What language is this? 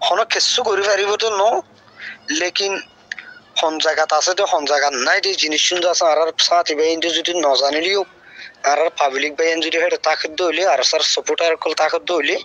Rohingya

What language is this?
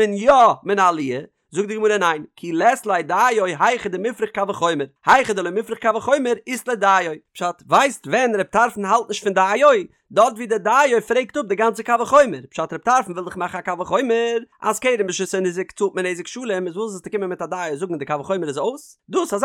Yiddish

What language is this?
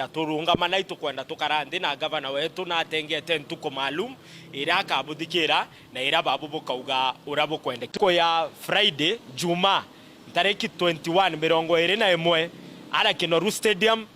Meru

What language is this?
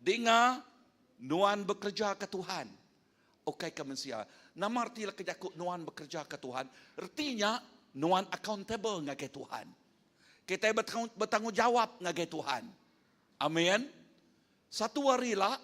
Iban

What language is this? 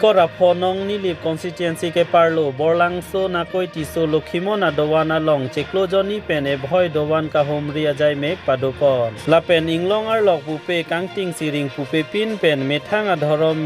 Karbi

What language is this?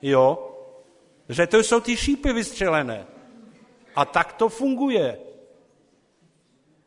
Czech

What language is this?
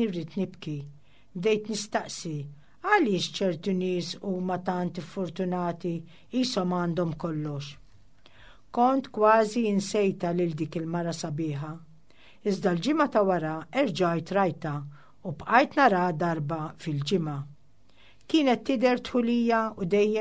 Maltese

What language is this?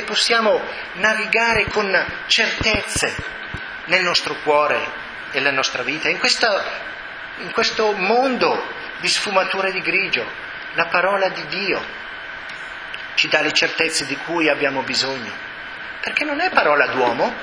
Italian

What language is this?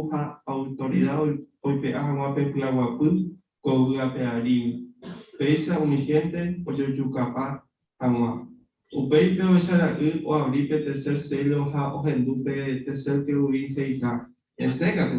Guarani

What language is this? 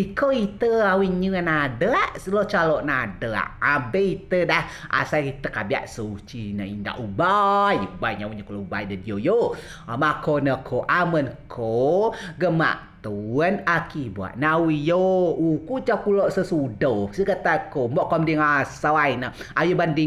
Rejang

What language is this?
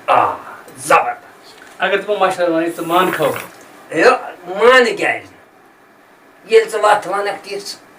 Kashmiri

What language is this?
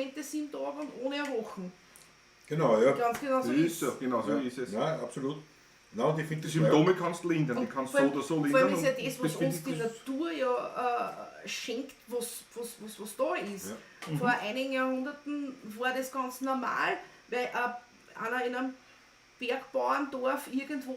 Bavarian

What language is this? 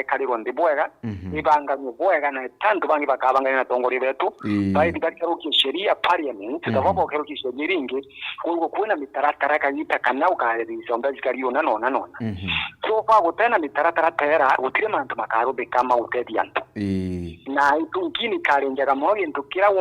Meru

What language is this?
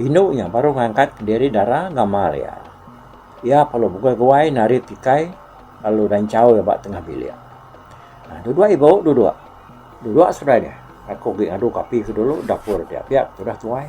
Iban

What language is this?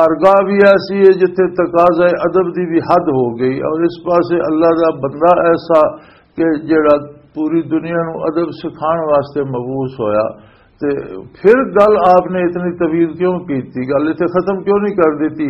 Western Panjabi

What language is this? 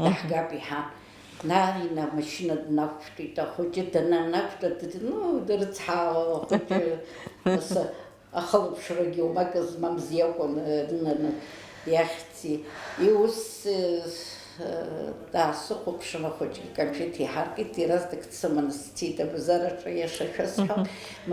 Abkhazian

